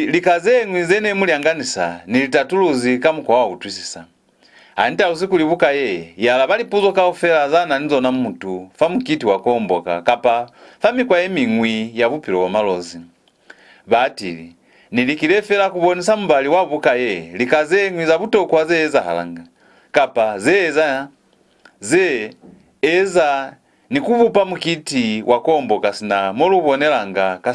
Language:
Lozi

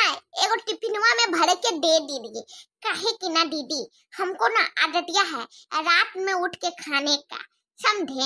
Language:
Bhojpuri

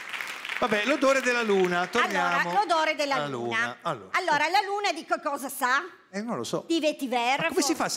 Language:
Italian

